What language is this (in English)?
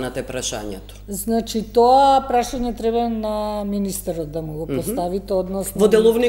Macedonian